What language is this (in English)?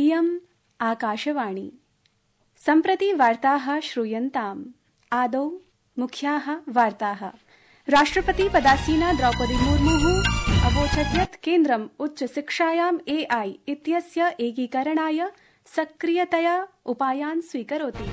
Sanskrit